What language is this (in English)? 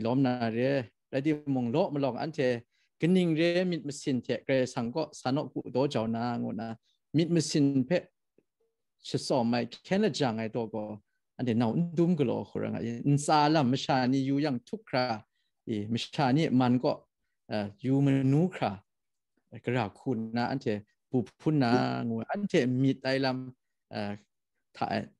Kachin